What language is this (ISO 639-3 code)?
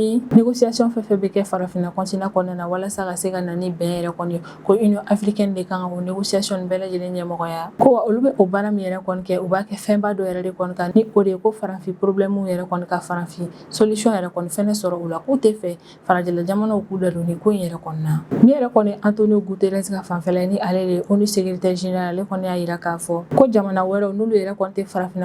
bam